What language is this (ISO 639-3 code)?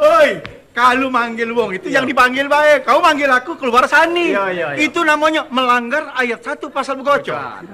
mui